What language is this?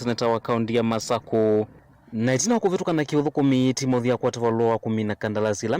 Kamba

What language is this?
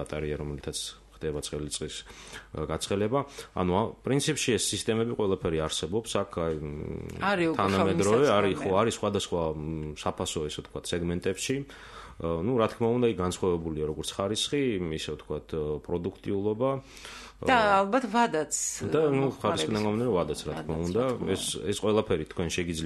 Georgian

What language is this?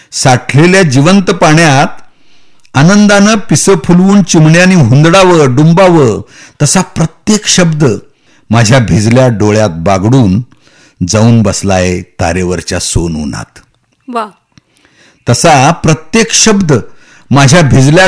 Marathi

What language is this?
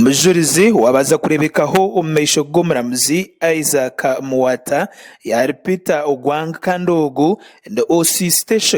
Nyankole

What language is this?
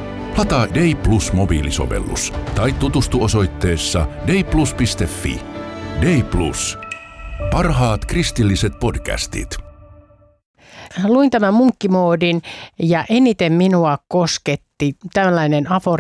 Finnish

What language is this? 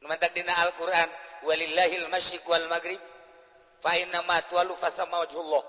Sundanese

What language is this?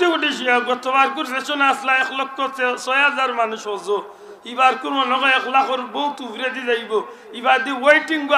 Sylheti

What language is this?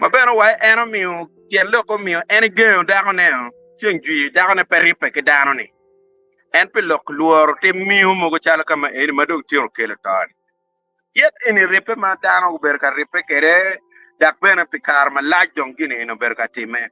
Acoli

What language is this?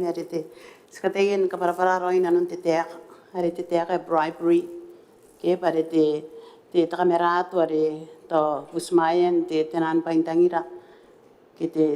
Gilbertese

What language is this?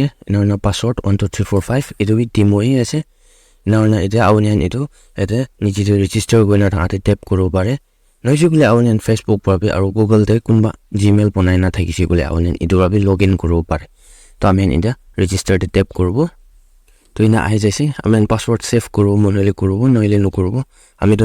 Naga Pidgin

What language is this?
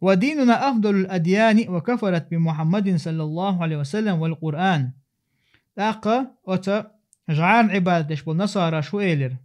Chechen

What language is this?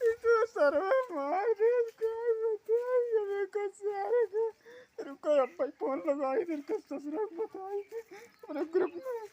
Awadhi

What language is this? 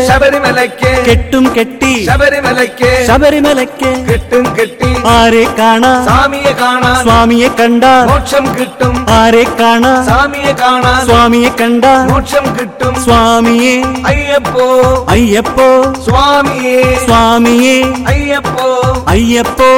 Malayalam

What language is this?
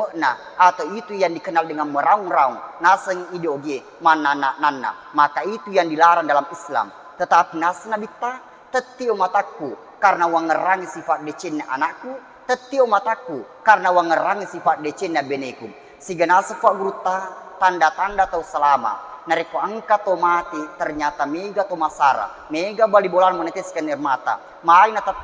Buginese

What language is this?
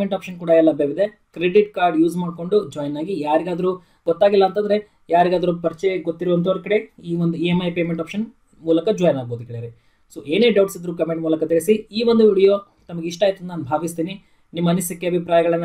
Kannada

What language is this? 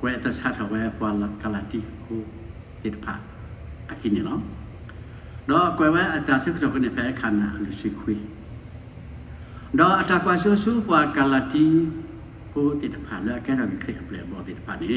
S'gaw Karen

